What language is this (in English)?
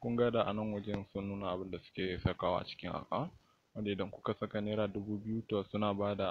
Hausa